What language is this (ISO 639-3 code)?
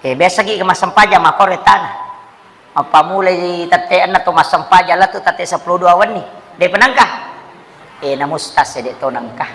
bug